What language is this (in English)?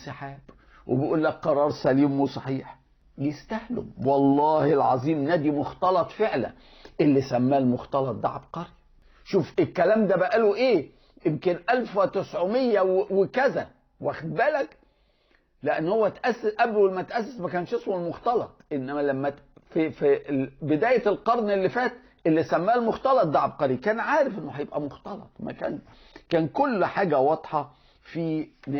Egyptian Arabic